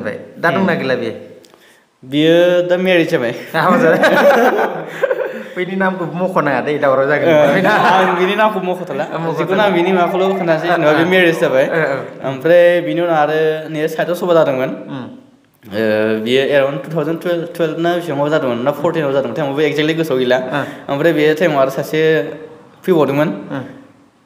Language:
Bodo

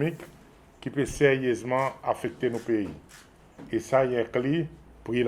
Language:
Seselwa Creole French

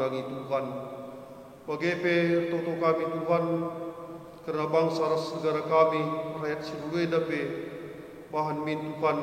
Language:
Batak Karo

